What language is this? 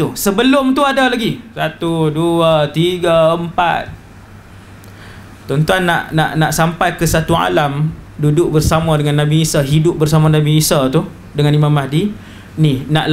Malay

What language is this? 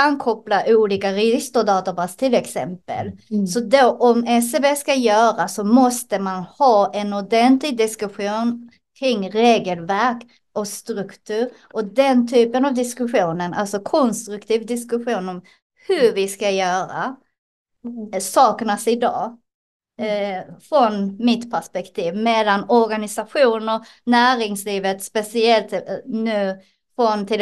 Swedish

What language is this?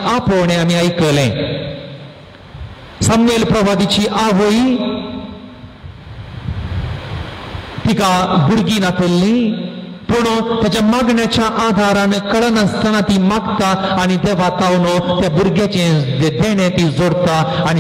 Konkani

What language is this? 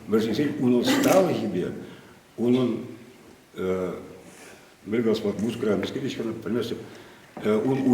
Chuvash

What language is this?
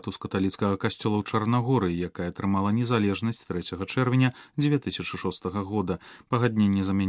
Belarusian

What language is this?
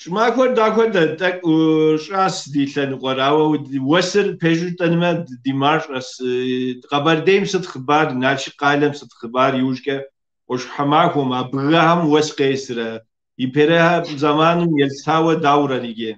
Kabardian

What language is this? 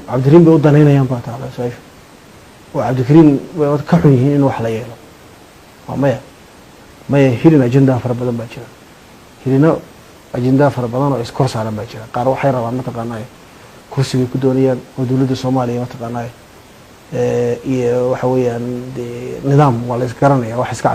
Somali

